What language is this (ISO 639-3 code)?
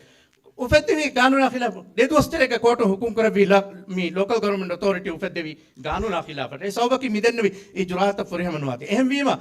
div